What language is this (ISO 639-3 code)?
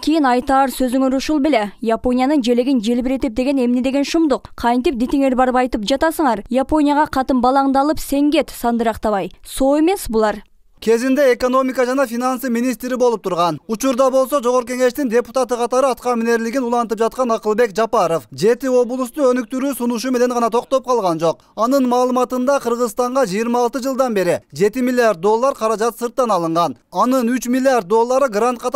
kir